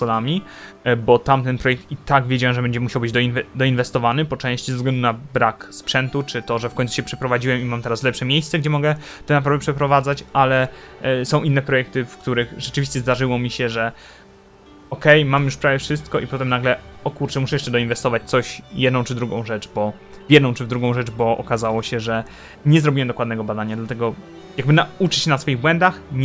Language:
Polish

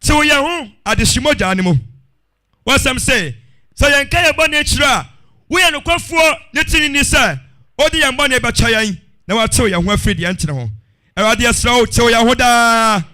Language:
Akan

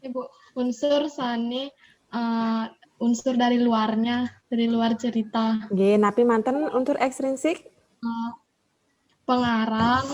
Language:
Balinese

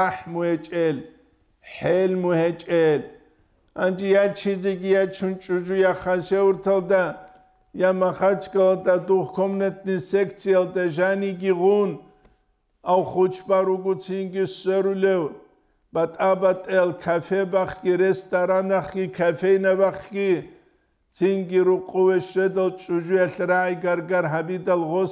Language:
Avaric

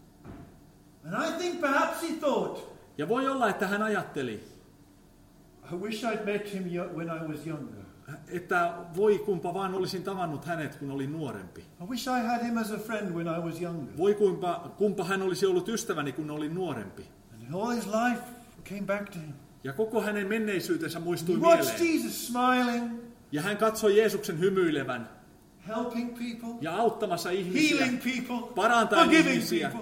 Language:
Finnish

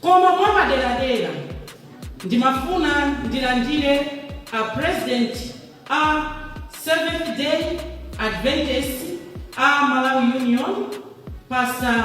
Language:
Nyanja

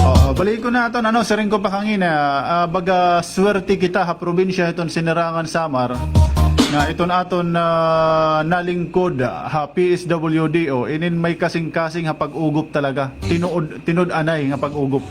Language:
Waray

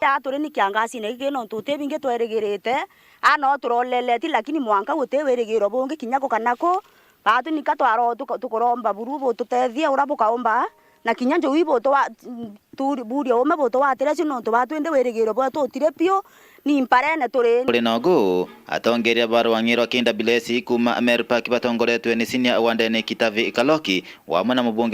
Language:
Meru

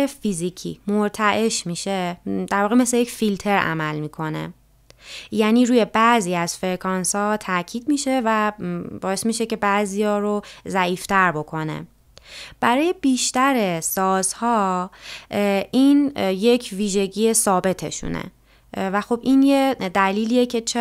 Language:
Persian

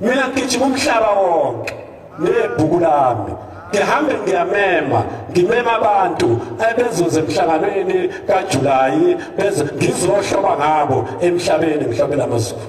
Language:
Zulu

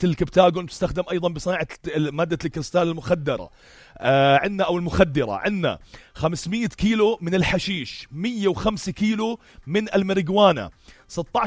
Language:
North Levantine Arabic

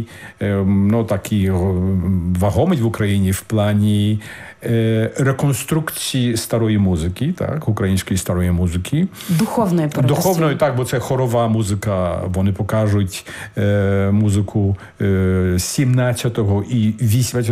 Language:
Ukrainian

